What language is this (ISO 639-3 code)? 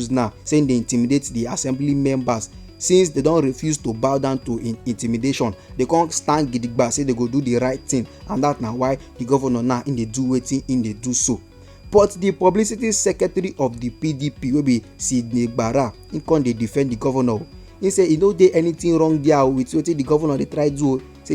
pcm